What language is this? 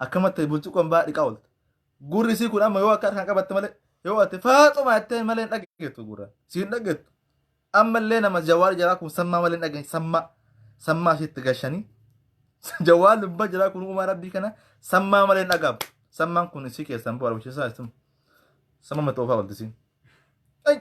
Oromo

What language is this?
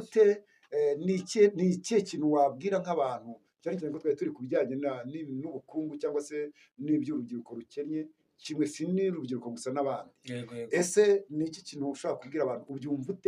Kinyarwanda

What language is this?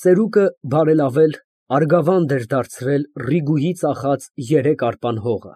Armenian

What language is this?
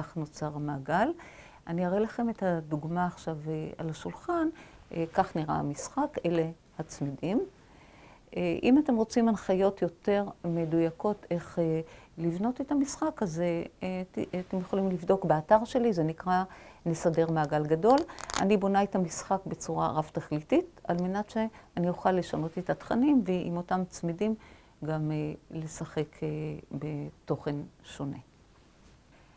Hebrew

